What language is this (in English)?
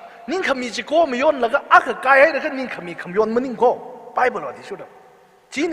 Tangkhul Naga (India)